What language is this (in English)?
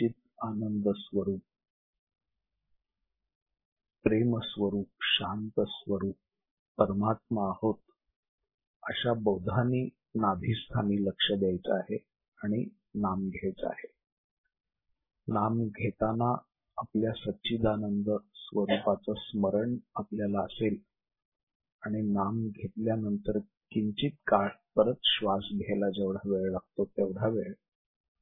Marathi